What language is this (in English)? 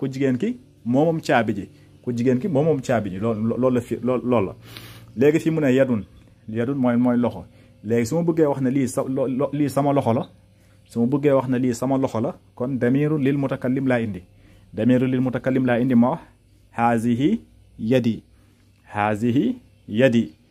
Wolof